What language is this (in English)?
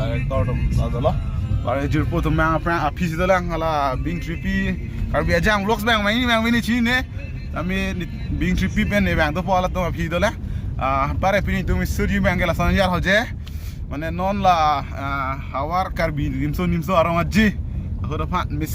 Karbi